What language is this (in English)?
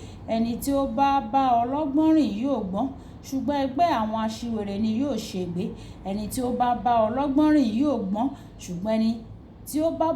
Yoruba